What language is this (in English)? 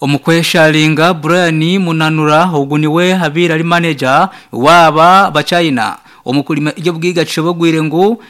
Nyankole